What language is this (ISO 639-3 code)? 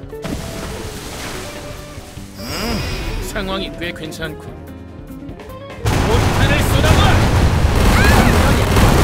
kor